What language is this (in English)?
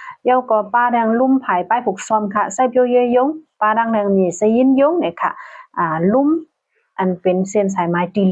Shan